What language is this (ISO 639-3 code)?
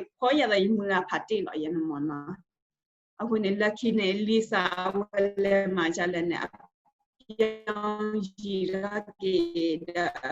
ksw